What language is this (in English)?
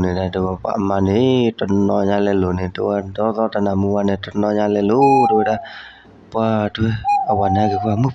S'gaw Karen